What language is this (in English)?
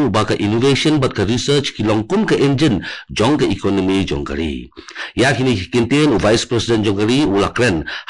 Khasi